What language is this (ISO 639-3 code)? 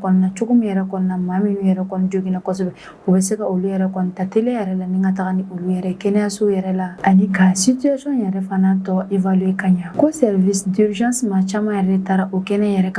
bam